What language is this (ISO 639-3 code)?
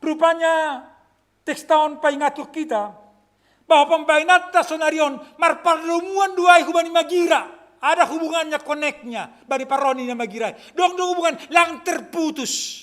bts